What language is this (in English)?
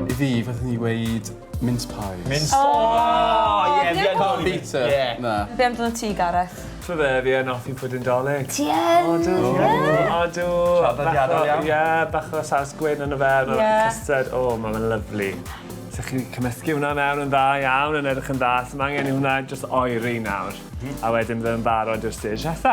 Welsh